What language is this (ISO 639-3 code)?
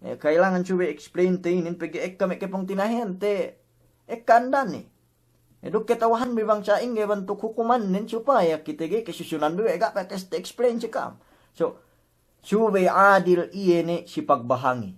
yka